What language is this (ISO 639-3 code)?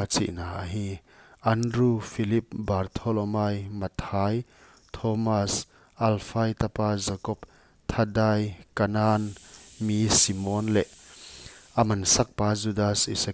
pck